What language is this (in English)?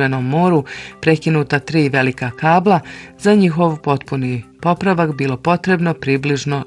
Bosnian